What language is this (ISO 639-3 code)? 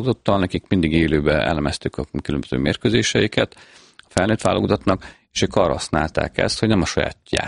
hun